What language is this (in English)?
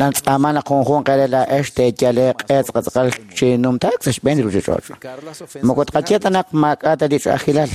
Kekchí